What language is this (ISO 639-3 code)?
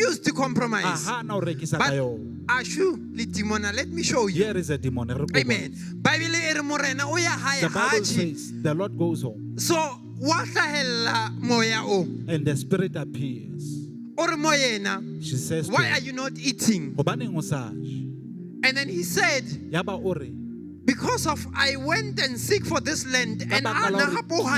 sot